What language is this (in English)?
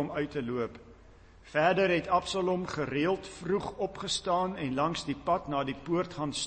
Afrikaans